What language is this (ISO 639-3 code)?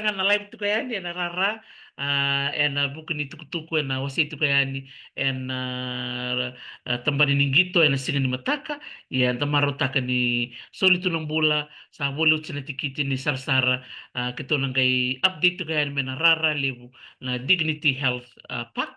fij